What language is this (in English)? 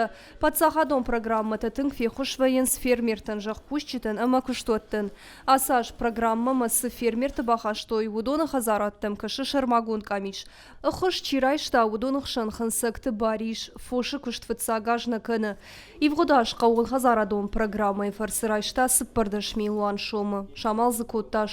Ossetic